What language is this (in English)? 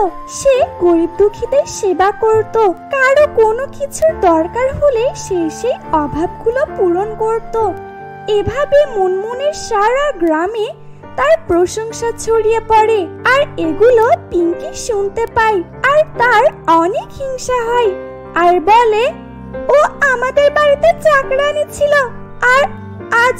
Bangla